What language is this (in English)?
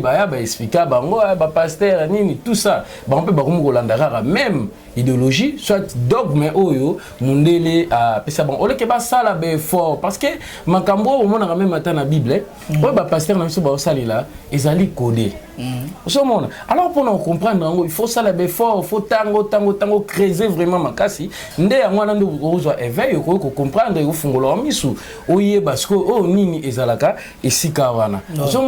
Lingala